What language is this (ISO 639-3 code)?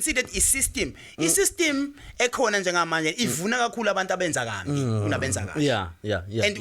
zul